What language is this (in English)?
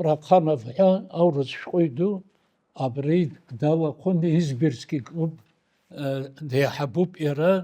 Abkhazian